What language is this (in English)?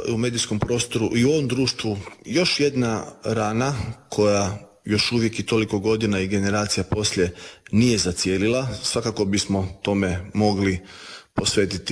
Croatian